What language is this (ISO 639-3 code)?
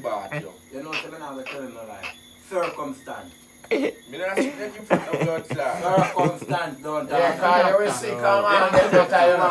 jam